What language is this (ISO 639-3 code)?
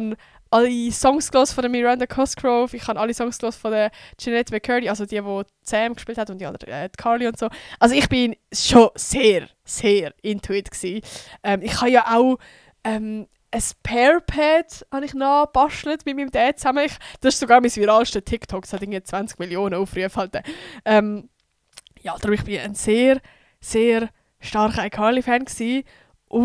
gsw